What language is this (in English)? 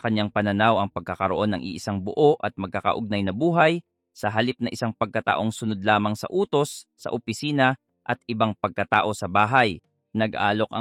Filipino